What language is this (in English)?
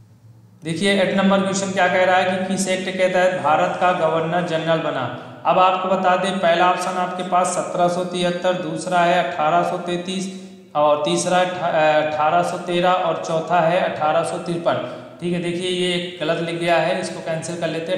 Hindi